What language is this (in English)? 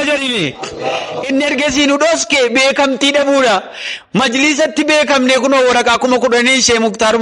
Oromo